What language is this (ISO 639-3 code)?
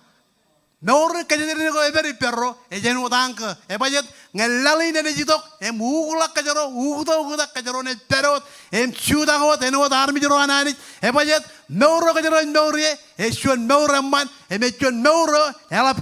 mah